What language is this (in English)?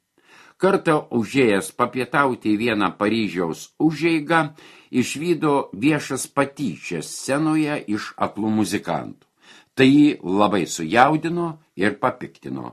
Lithuanian